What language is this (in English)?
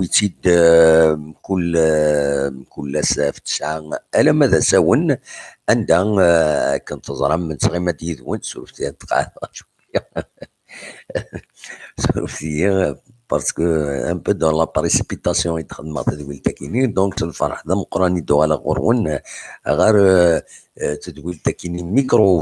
Kabyle